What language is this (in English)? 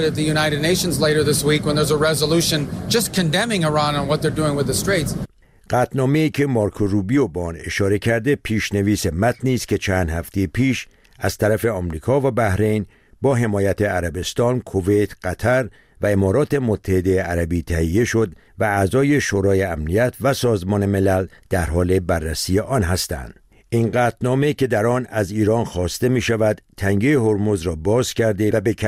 Persian